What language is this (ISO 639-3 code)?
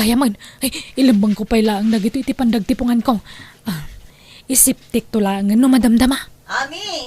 ilo